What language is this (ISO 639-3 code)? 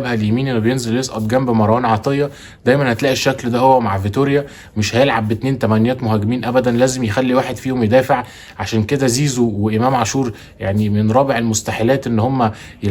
arz